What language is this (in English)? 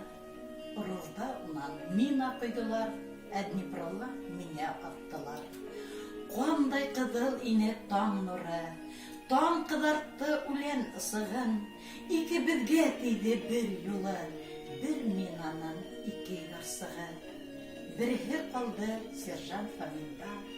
Bashkir